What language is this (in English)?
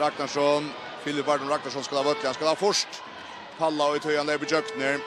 Faroese